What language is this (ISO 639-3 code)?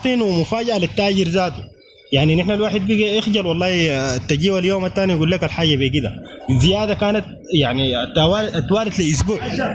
apd